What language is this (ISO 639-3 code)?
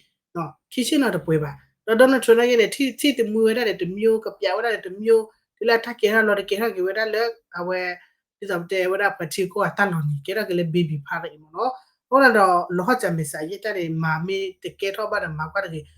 ksw